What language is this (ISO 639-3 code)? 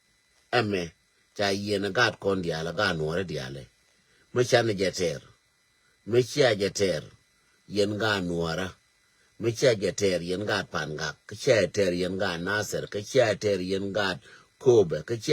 nus